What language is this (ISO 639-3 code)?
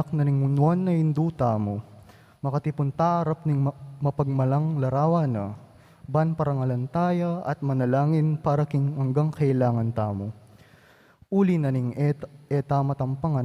pam